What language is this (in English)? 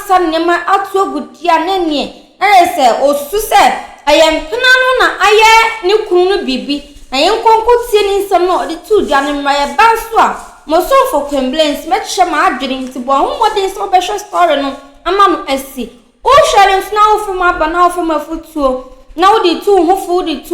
Akan